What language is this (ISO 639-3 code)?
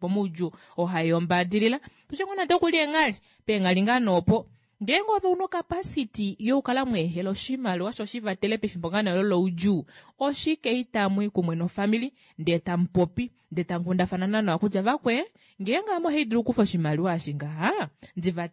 kua